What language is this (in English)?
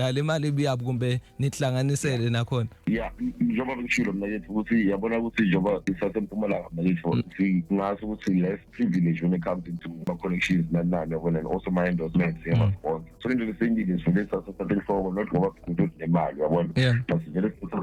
Zulu